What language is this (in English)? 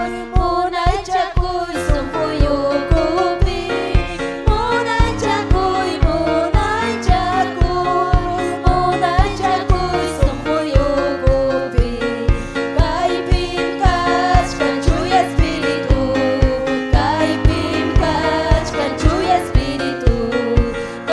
Ayacucho Quechua